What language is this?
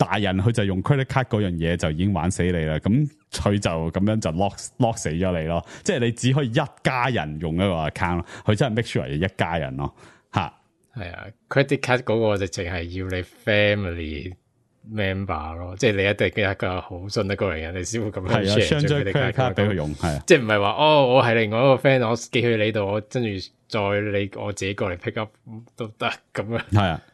Cantonese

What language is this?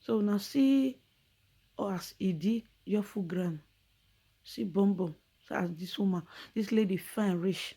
Nigerian Pidgin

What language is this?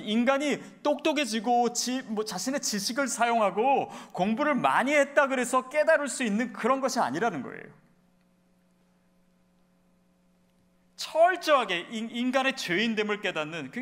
Korean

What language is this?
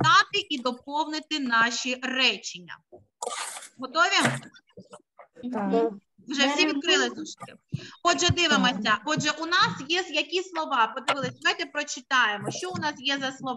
Ukrainian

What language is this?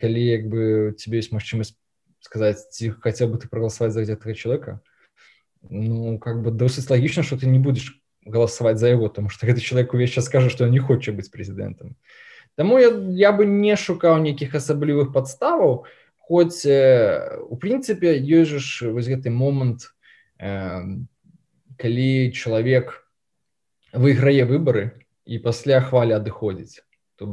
Belarusian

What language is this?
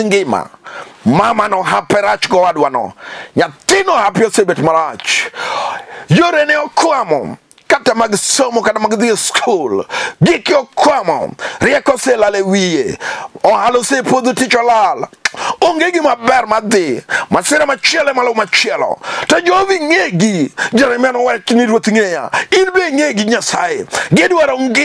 Luo (Kenya and Tanzania)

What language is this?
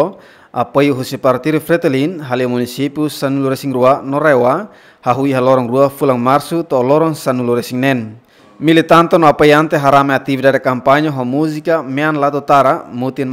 Tetum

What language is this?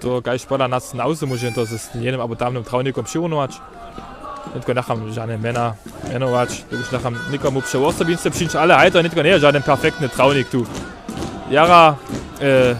Upper Sorbian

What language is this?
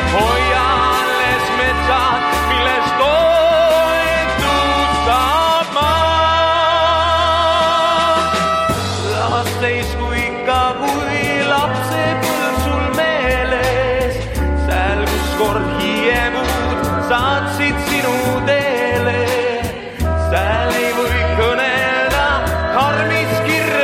Estonian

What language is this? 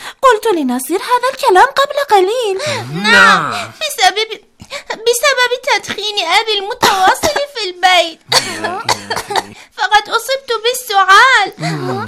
Arabic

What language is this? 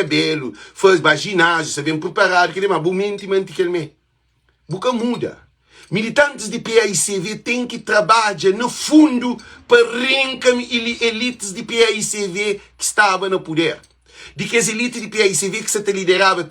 Kabuverdianu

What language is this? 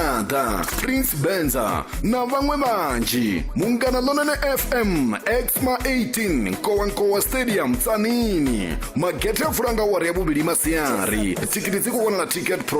Venda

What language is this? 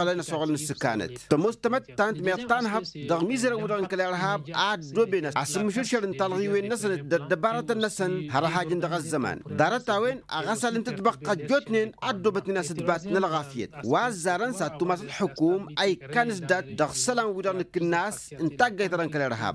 Tamasheq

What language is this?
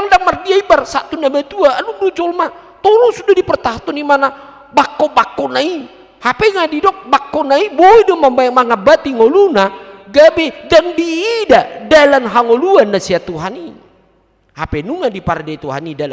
Batak Toba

